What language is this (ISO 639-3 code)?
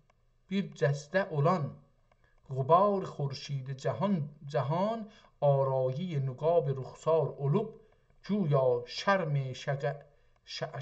azb